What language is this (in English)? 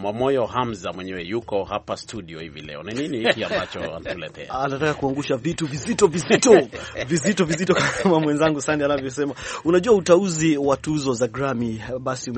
Swahili